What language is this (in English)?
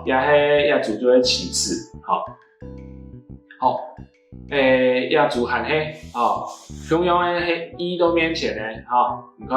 Hakka Chinese